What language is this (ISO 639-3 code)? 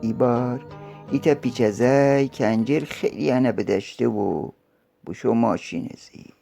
glk